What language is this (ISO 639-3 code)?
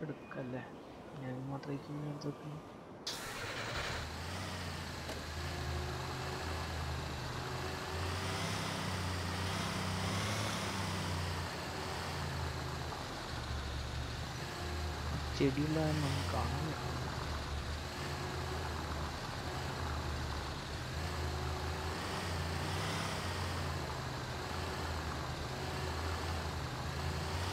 mal